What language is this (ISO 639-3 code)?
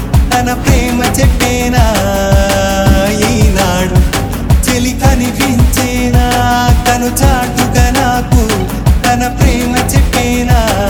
tel